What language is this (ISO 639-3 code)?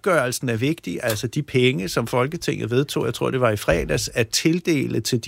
dan